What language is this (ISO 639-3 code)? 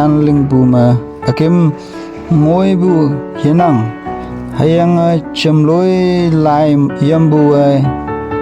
nbe